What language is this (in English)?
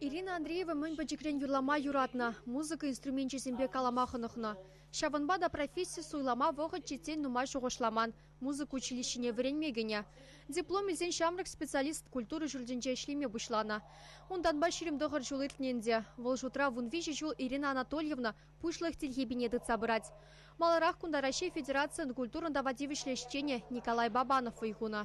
Chuvash